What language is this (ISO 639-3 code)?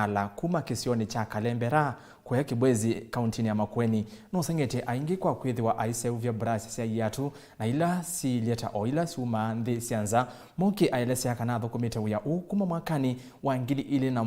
kam